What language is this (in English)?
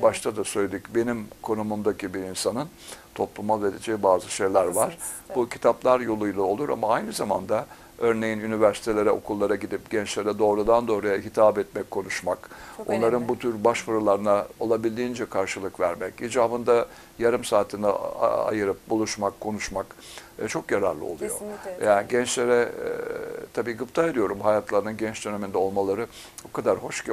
Turkish